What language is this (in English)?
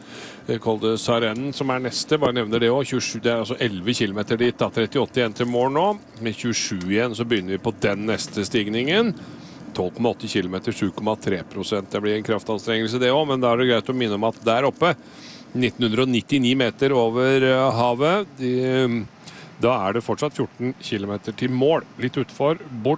Norwegian